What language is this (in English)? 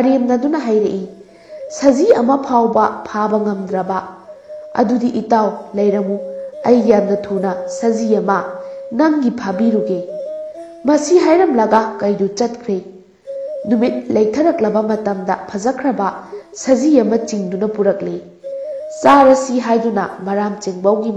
Manipuri